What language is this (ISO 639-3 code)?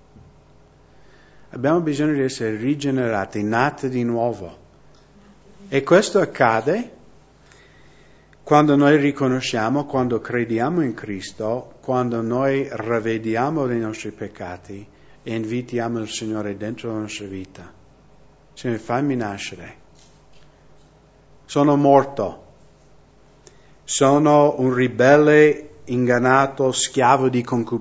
ita